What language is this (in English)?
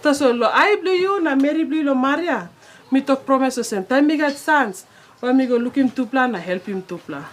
Tok Pisin